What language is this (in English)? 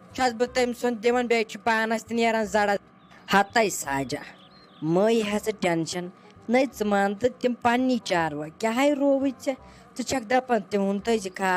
Kashmiri